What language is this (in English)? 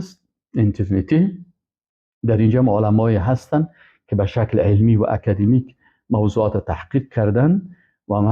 Persian